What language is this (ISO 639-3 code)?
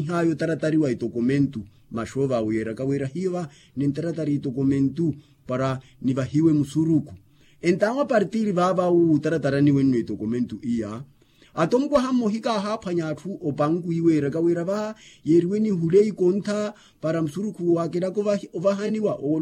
vmw